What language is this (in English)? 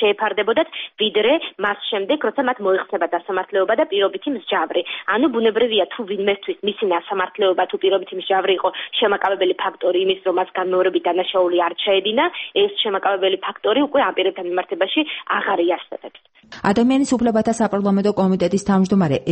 Georgian